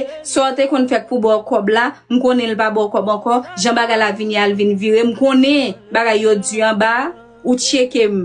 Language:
Haitian Creole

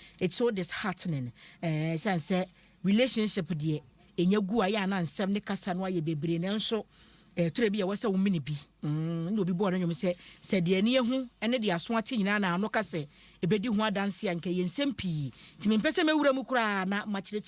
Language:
Akan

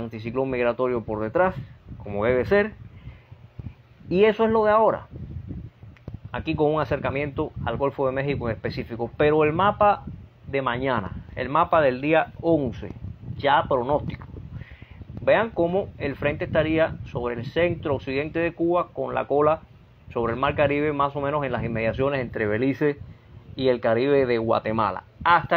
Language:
Spanish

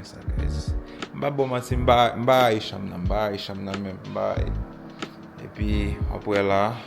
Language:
Haitian Creole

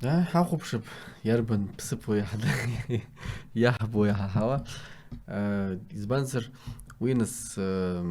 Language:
Abkhazian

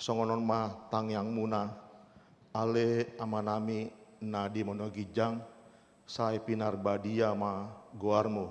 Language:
Batak Toba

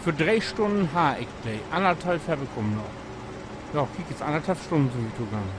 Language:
Low German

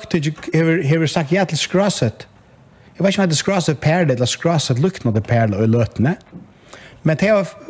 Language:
Faroese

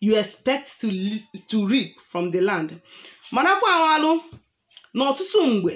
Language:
Igbo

